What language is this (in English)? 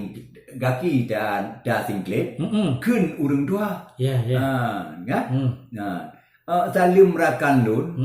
Achinese